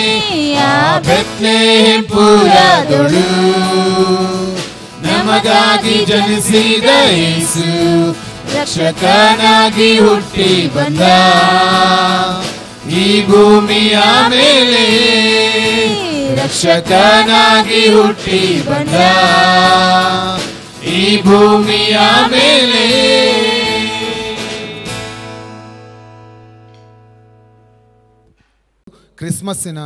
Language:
Kannada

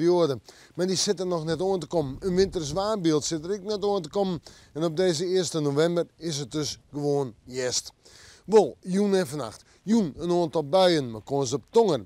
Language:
Western Frisian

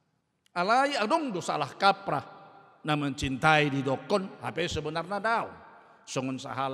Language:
Batak Toba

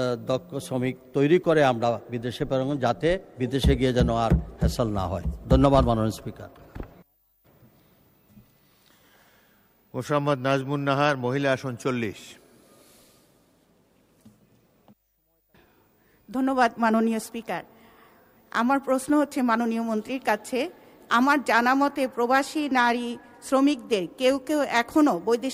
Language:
Bangla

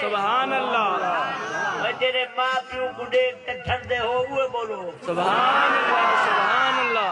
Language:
Saraiki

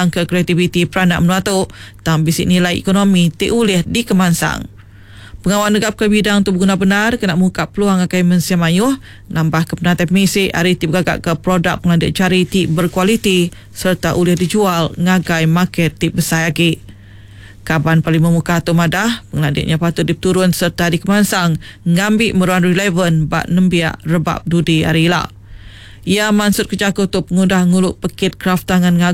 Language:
Iban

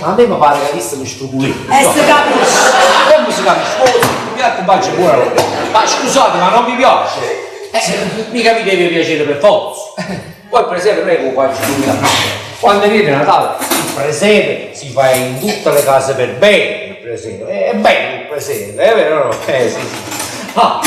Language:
Neapolitan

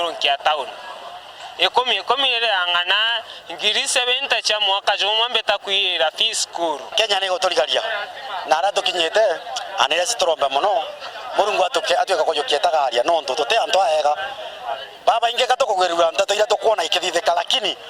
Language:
Meru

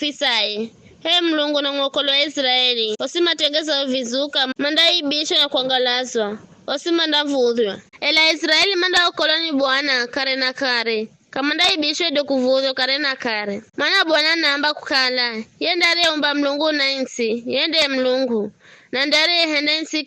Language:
Giryama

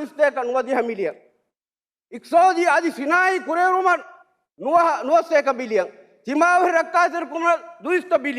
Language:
Divehi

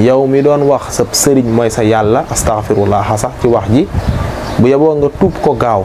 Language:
Wolof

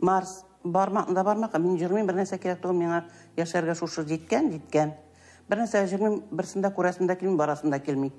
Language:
Tatar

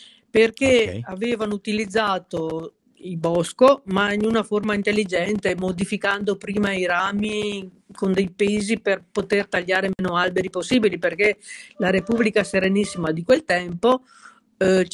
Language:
Italian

